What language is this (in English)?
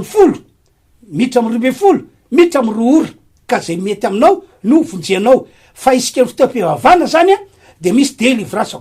Malagasy